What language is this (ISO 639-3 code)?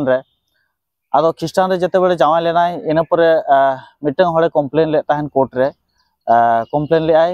sat